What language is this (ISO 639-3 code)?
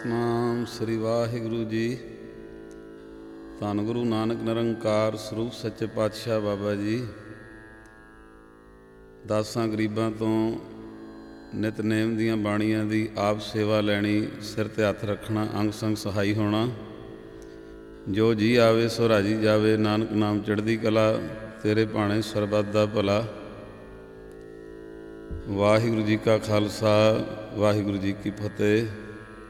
pan